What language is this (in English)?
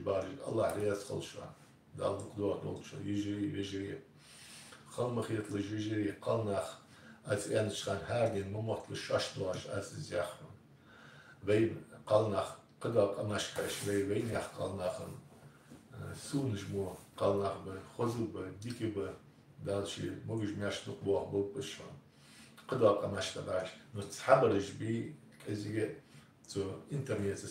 Ingush